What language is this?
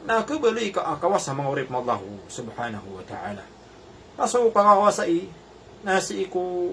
Maranao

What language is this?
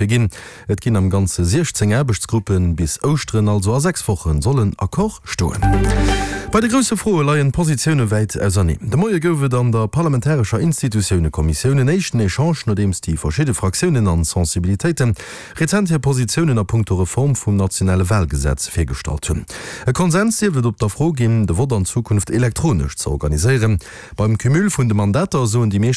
Luxembourgish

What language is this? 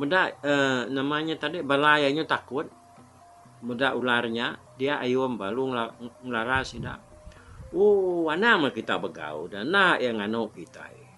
Iban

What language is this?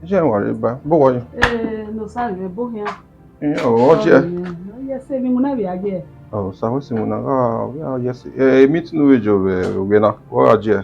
Bini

